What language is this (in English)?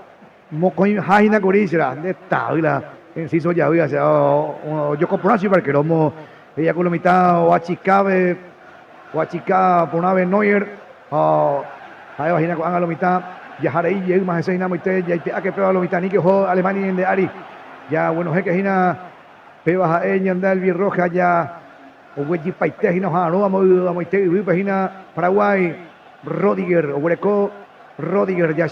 Guarani